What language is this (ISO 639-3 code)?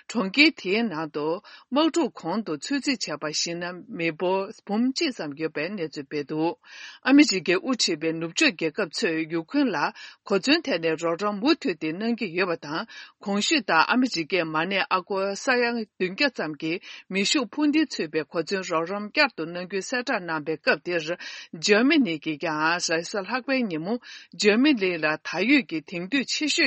bod